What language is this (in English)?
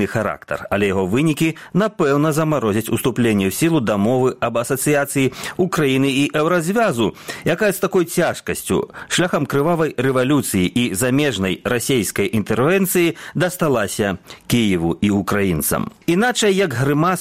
Belarusian